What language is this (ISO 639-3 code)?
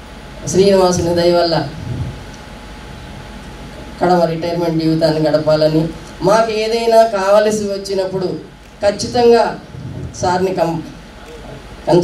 tel